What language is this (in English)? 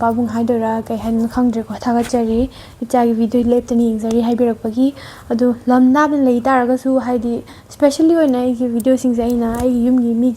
Manipuri